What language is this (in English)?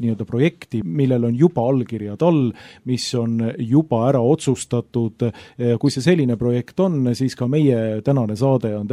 Estonian